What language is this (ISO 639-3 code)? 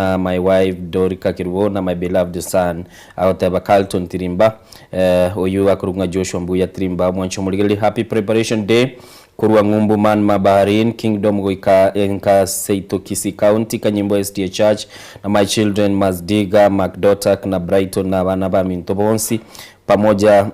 guz